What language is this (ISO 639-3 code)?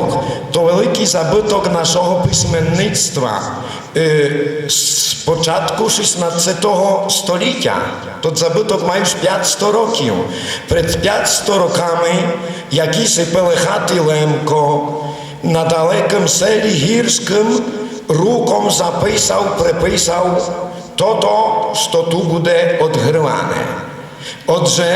rue